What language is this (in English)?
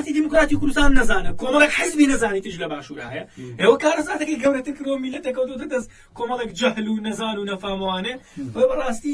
Central Kurdish